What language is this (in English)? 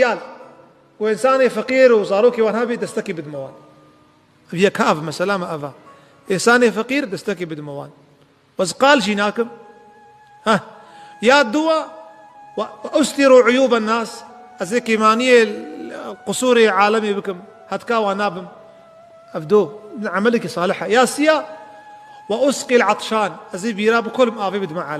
Kurdish